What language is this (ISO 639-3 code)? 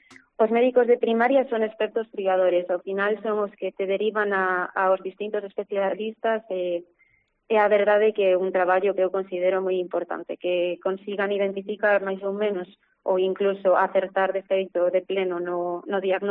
glg